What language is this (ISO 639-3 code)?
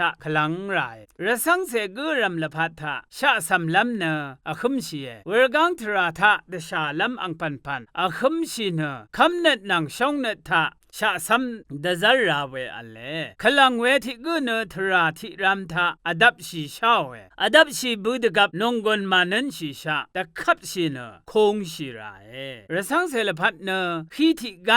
raw